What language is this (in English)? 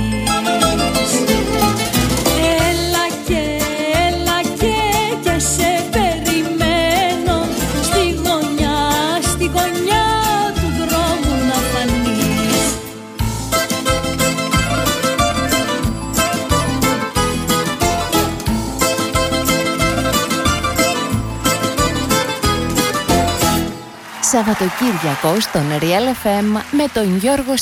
Greek